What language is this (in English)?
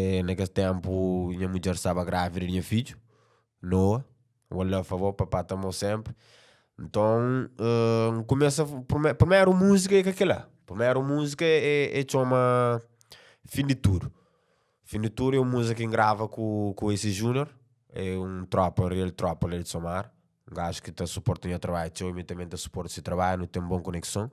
Kabuverdianu